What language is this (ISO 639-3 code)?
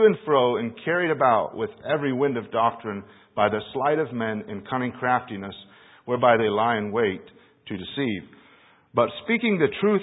eng